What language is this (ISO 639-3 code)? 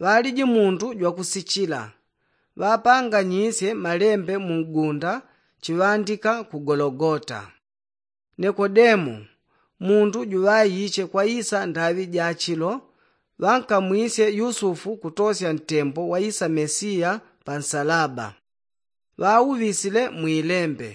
yao